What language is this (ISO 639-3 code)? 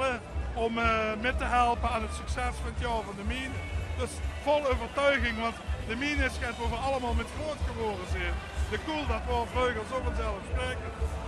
lim